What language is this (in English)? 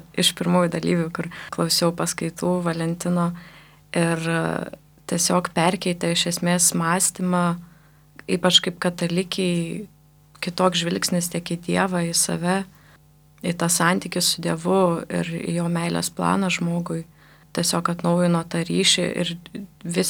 Lithuanian